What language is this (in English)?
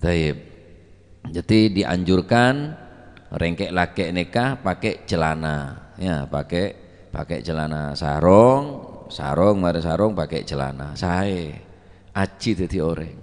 Madurese